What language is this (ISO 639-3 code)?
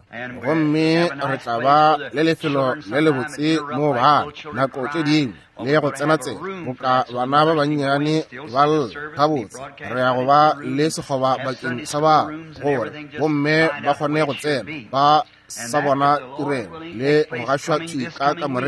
nso